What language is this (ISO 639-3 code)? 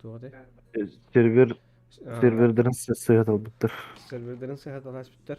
sah